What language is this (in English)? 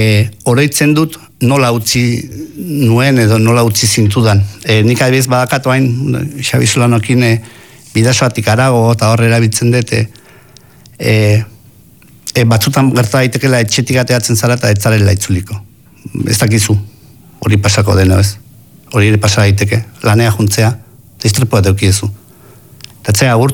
Basque